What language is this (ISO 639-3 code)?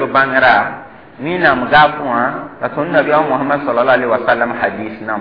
mos